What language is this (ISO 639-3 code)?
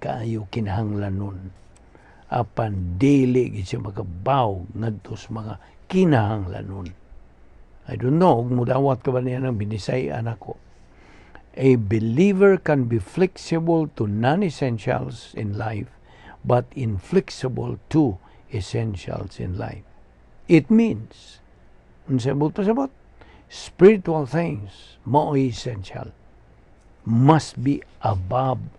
ceb